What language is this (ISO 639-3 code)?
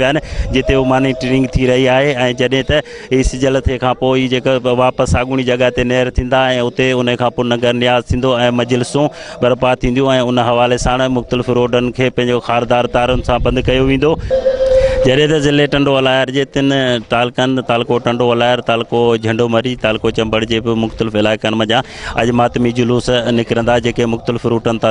snd